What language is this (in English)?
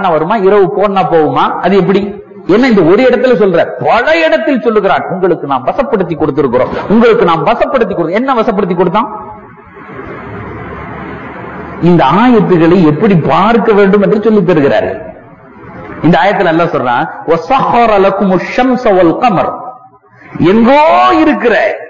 Tamil